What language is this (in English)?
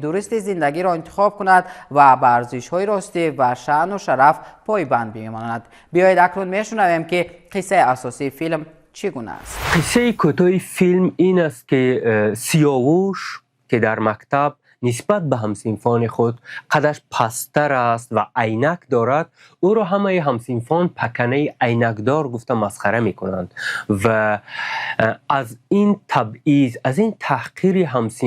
Tajik